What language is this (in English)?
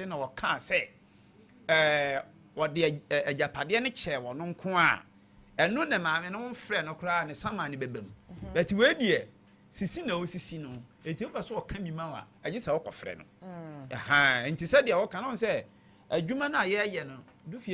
Akan